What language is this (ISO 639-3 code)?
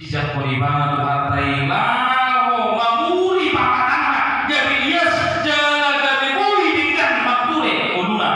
bbc